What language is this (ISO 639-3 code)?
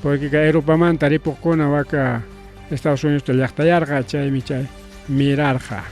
quy